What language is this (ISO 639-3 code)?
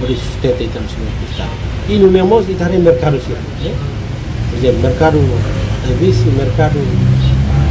tet